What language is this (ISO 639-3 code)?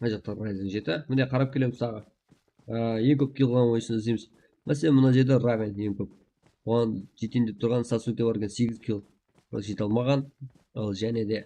kaa